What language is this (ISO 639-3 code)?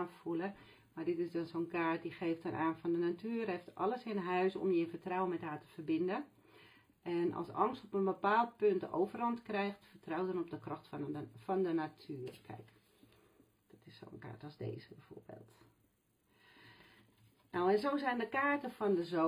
nld